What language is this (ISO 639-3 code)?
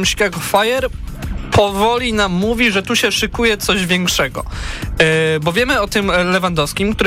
pol